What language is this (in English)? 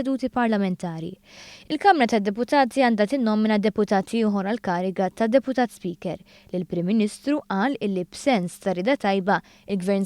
Maltese